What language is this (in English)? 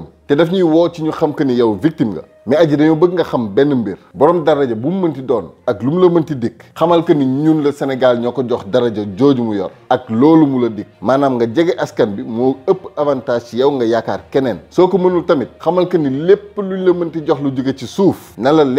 Wolof